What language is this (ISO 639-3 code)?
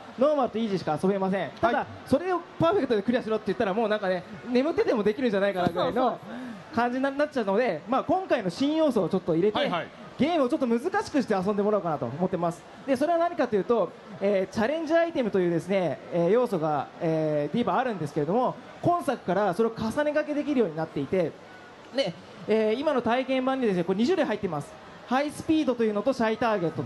jpn